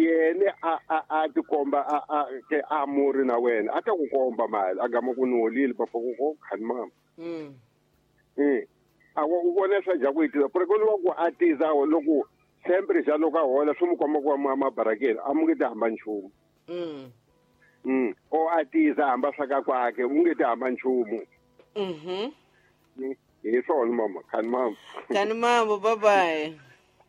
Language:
Tsonga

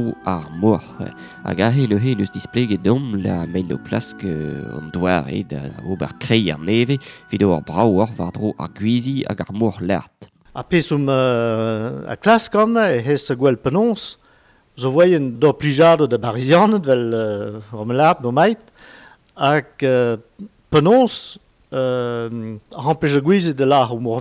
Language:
Breton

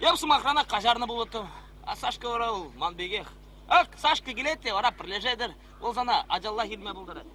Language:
Chuvash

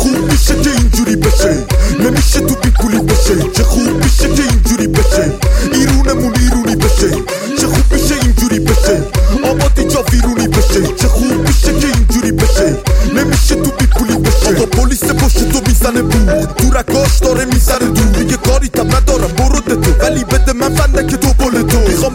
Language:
Persian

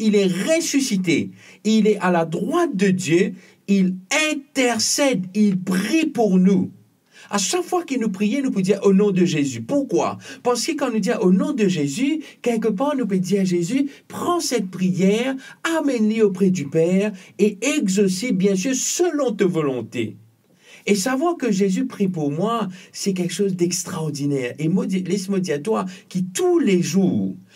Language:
Morisyen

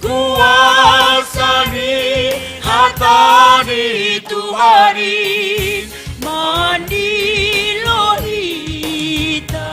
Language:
Batak Simalungun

